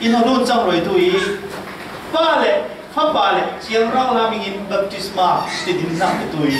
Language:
Falam Chin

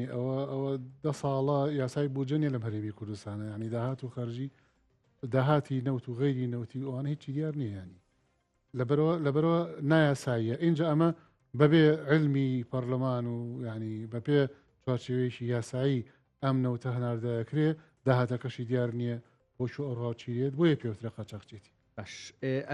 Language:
Central Kurdish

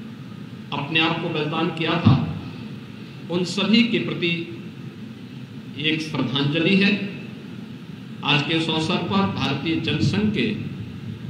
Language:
Hindi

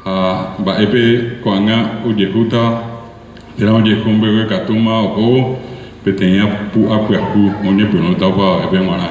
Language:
Guarani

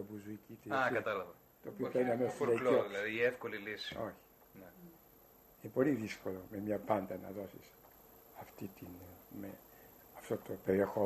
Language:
Greek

